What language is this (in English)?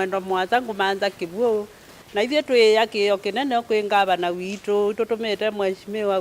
Kamba